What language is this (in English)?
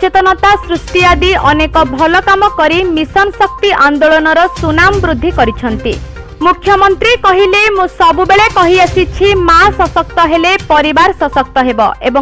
Odia